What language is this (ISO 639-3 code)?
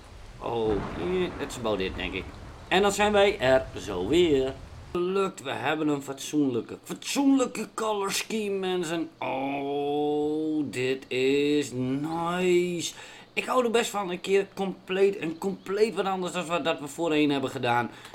nld